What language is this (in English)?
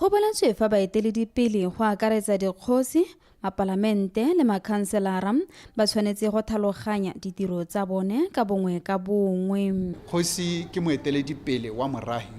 Tswana